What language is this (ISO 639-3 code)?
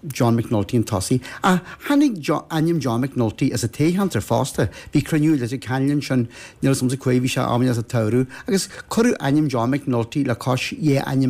gle